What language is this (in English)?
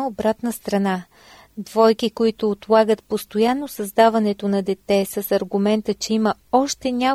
Bulgarian